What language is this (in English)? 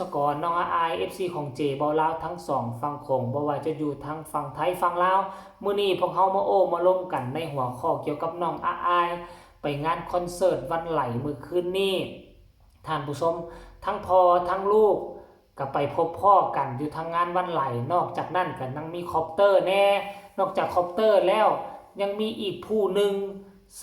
Northeastern Thai